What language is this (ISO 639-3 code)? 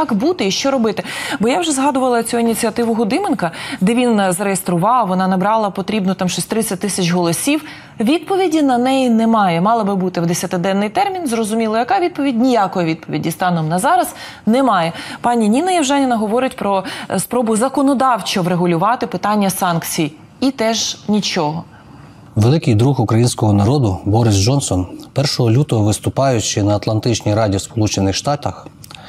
ukr